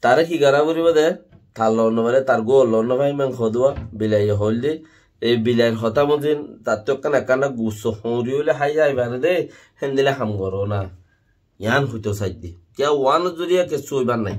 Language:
Rohingya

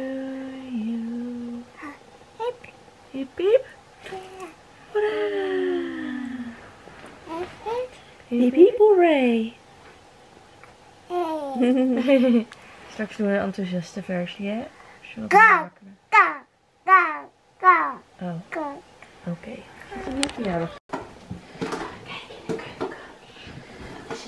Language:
Dutch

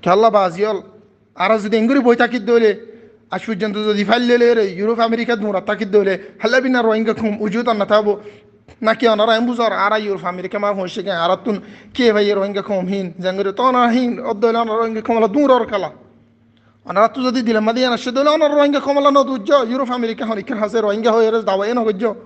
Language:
Rohingya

